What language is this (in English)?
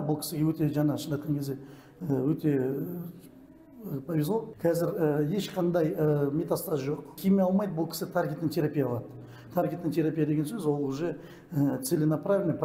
Kazakh